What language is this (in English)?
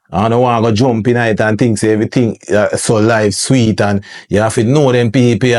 Jamaican Creole English